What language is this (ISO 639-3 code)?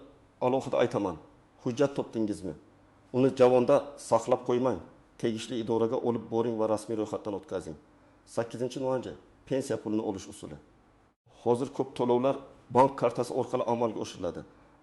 uzb